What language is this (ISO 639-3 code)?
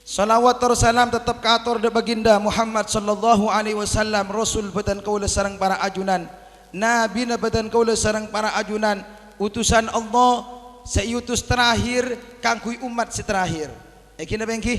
mad